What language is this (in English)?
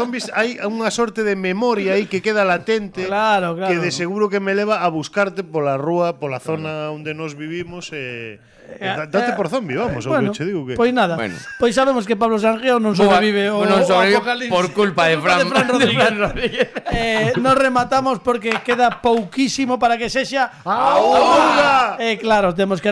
Galician